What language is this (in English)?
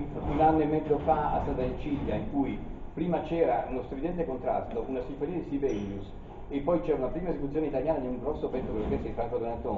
Italian